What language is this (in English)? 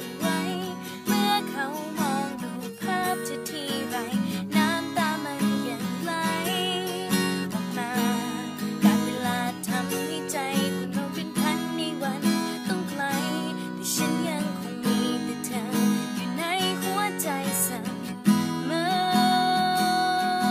Thai